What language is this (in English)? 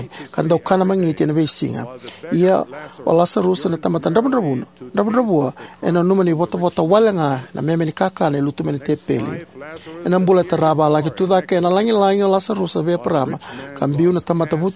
Fijian